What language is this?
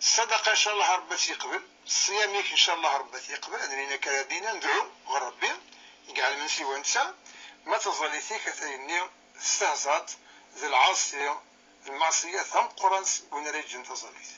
Kabyle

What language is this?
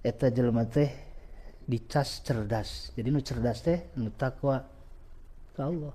Sundanese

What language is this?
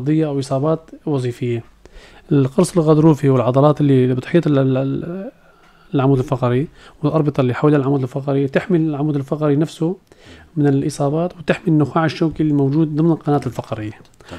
North Levantine Arabic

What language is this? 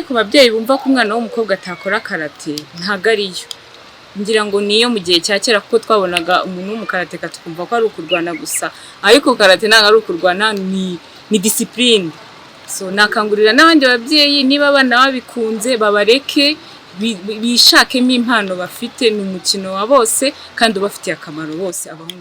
Kinyarwanda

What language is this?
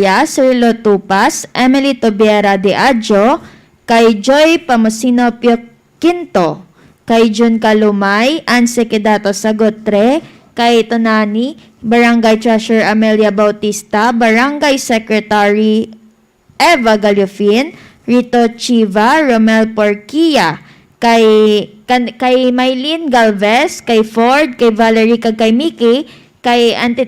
Hiligaynon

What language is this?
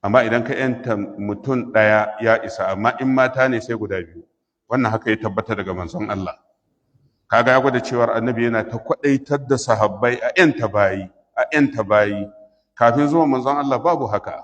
Hausa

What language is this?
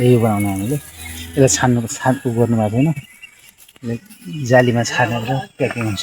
Nepali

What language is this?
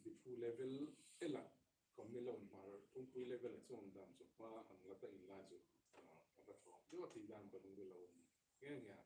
Hmar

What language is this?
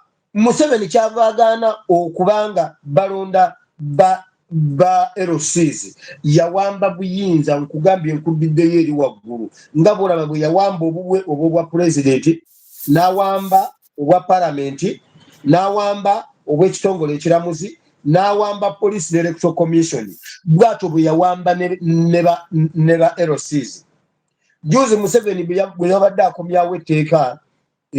Ganda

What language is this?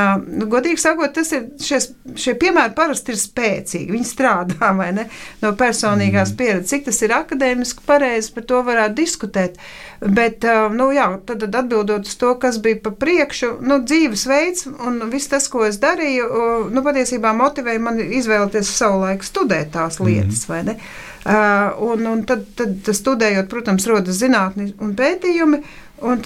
Latvian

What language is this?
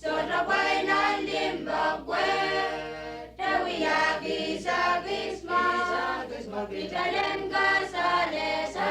Pohnpeian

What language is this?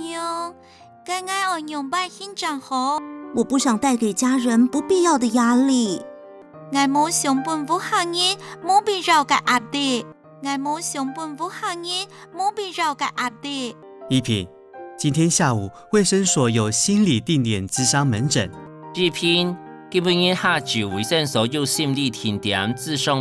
Hakka Chinese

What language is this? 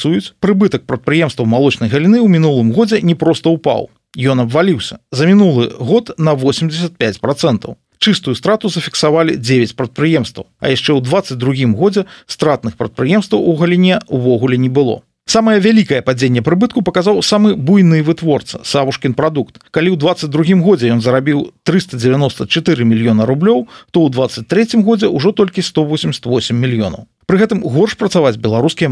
Belarusian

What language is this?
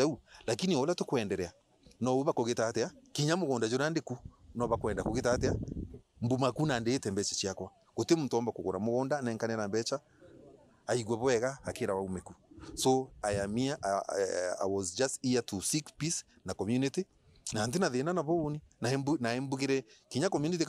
Meru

